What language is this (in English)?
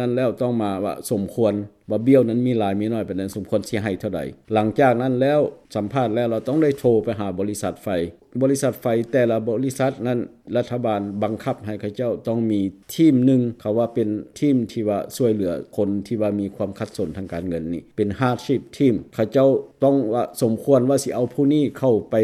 Lao